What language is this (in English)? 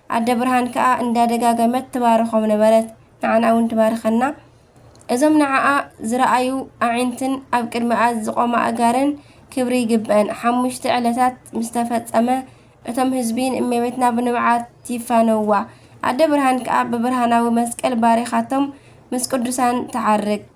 Tigrinya